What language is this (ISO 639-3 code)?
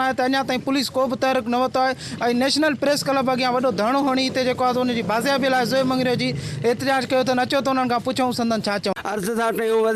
snd